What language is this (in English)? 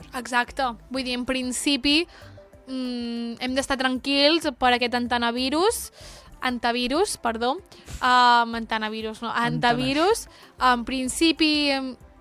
Catalan